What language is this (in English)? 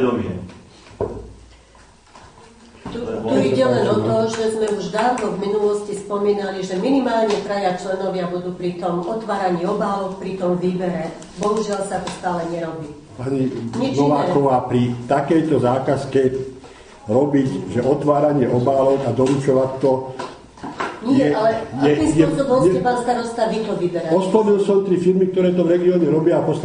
Slovak